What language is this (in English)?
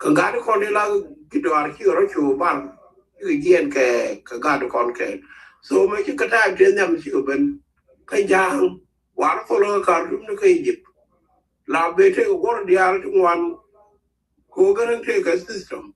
Nuer